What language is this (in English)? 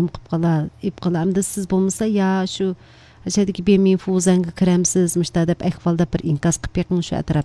Uyghur